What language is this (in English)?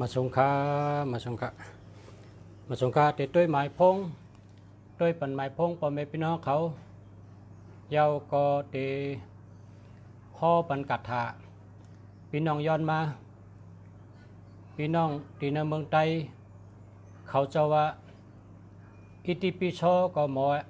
Shan